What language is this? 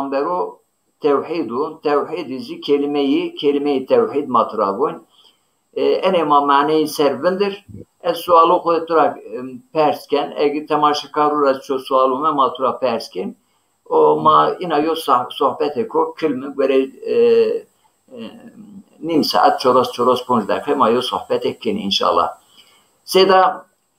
Zaza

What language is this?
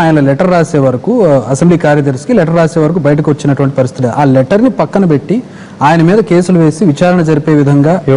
Telugu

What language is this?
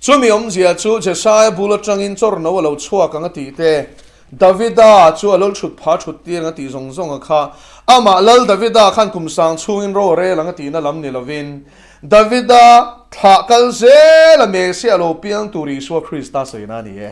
Mizo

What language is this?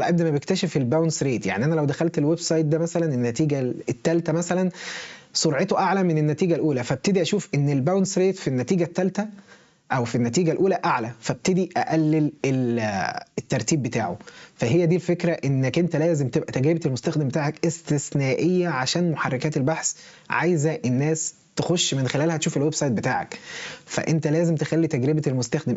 Egyptian Arabic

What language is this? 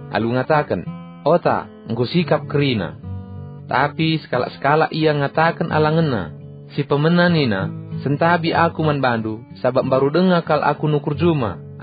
Batak Karo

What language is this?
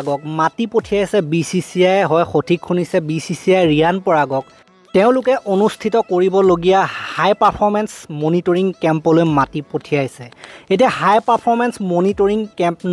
Assamese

